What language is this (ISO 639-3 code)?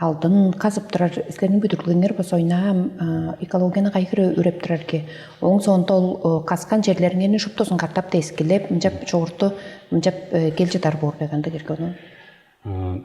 tyv